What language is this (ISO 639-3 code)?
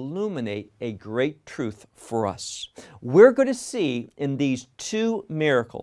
eng